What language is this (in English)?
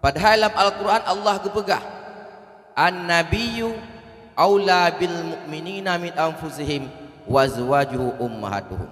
Achinese